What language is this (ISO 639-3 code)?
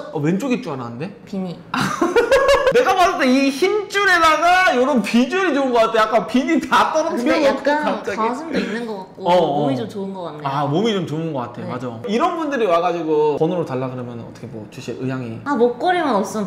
kor